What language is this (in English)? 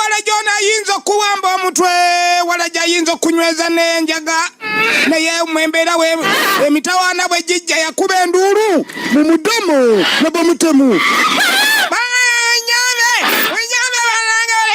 Ganda